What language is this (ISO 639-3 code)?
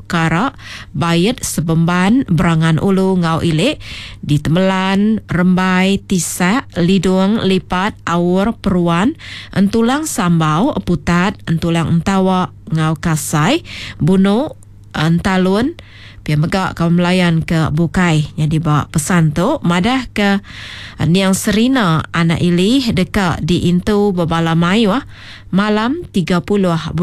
iba